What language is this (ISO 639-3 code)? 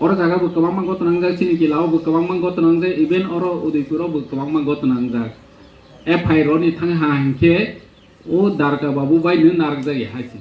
trp